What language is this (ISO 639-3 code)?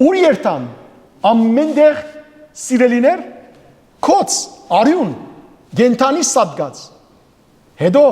hyw